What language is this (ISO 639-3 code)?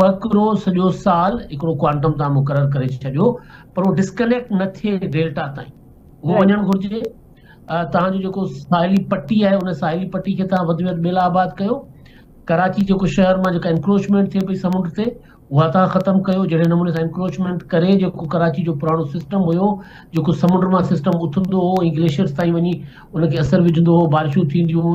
snd